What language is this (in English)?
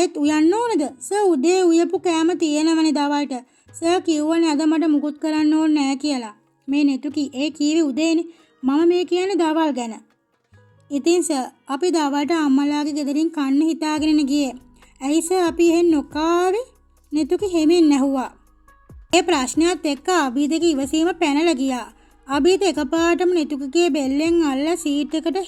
Sinhala